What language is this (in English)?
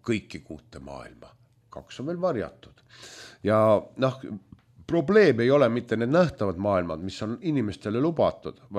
Estonian